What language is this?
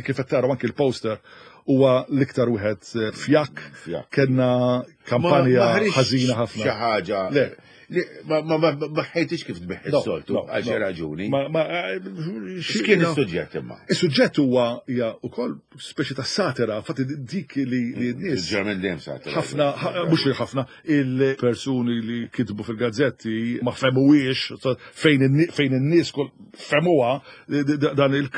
Maltese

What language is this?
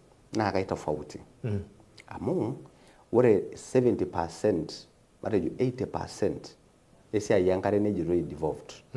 Masai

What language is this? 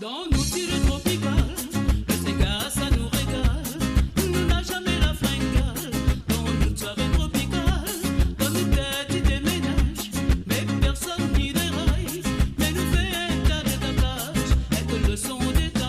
Morisyen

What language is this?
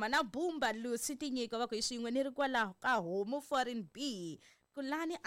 Tsonga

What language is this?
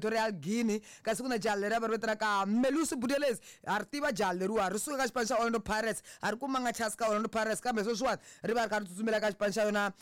Tsonga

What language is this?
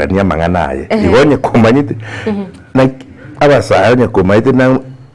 Gusii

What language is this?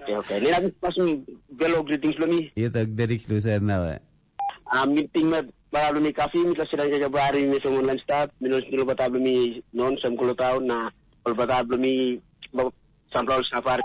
Tok Pisin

